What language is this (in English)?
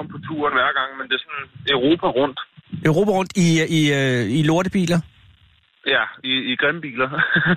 Danish